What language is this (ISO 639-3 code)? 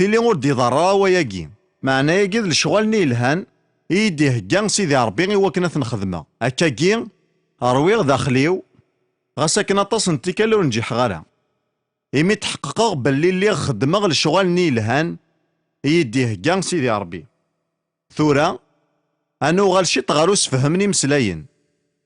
kab